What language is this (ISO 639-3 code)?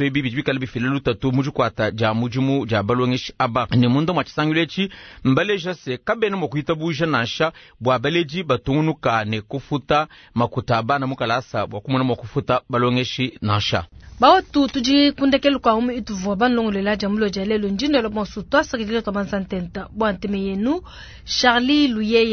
lua